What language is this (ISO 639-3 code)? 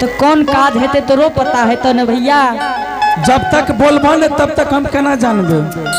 anp